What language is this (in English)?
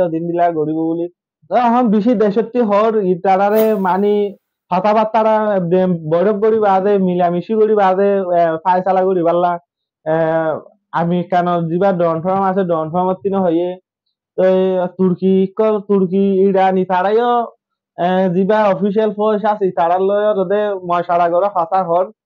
Rohingya